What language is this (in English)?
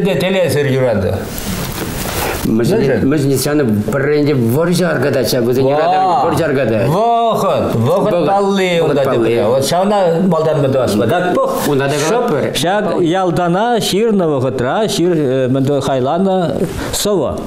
Chuvash